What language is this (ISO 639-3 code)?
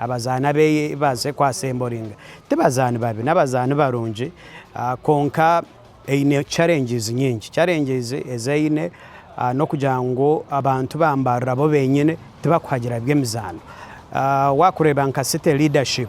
nyn